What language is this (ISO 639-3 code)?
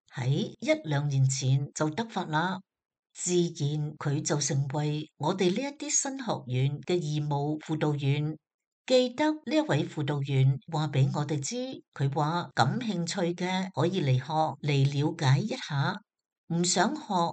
yue